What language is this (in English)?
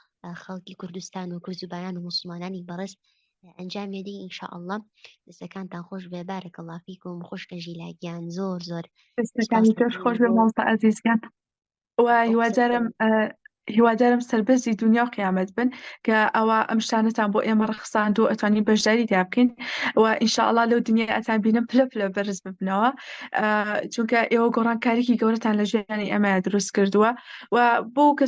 Central Kurdish